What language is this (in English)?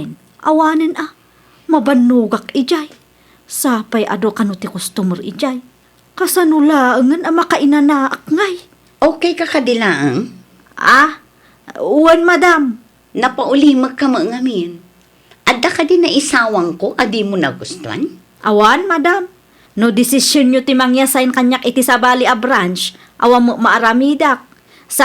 Iloko